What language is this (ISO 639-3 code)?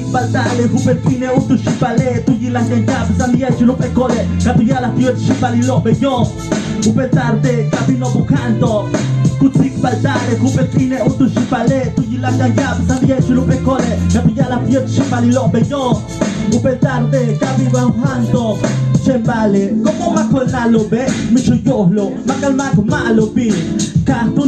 yua